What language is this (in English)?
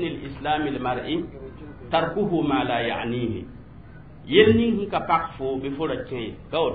Mossi